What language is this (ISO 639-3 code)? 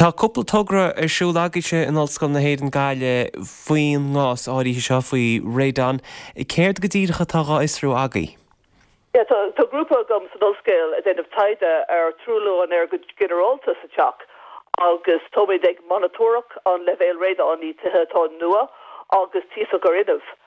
gle